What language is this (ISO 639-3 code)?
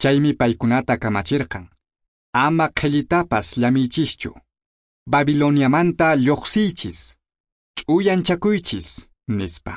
que